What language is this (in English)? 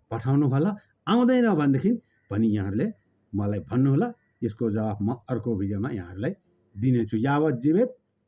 Nepali